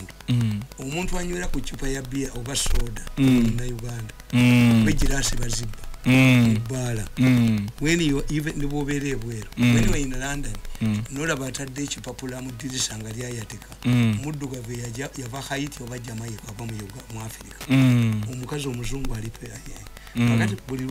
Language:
Ganda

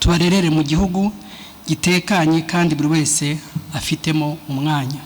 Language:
Kinyarwanda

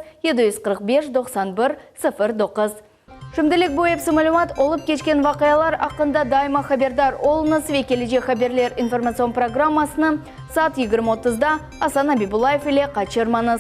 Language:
Crimean Tatar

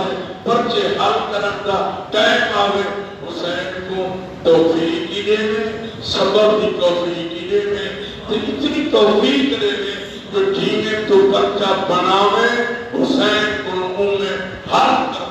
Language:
Saraiki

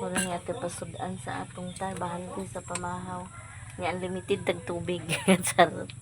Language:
Cebuano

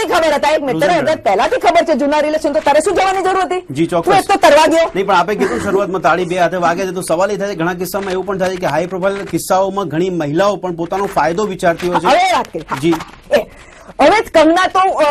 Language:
Gujarati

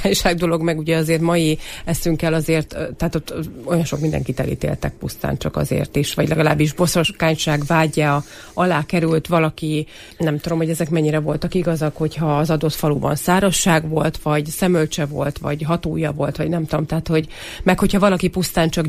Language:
Hungarian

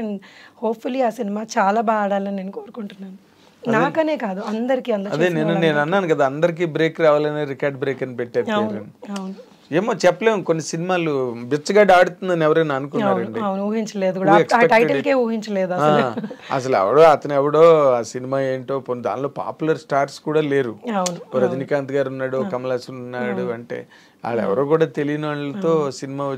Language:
Telugu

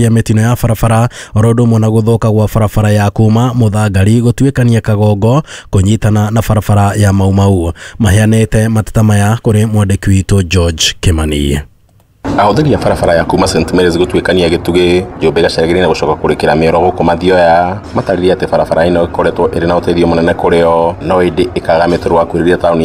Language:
Kikuyu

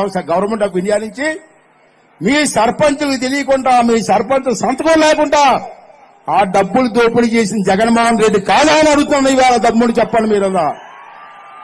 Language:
Telugu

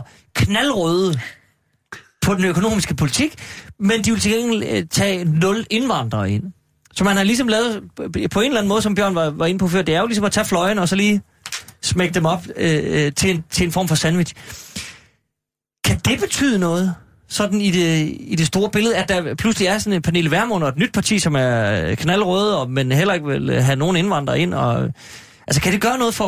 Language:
Danish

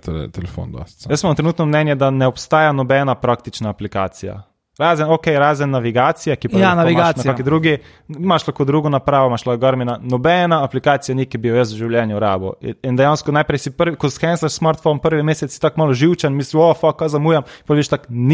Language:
Slovenian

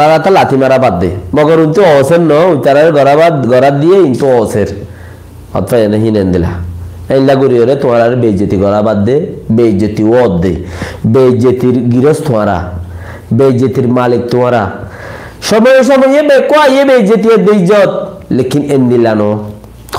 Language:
Rohingya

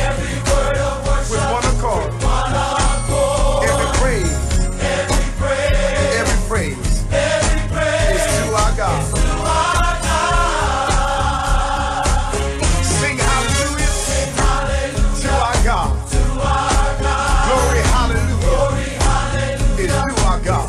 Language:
English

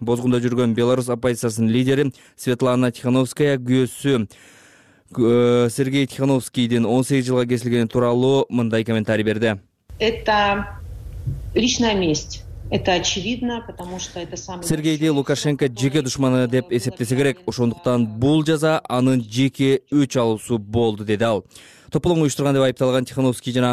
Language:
Kyrgyz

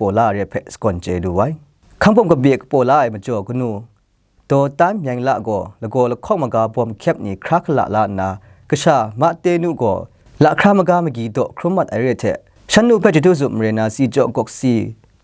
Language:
Kachin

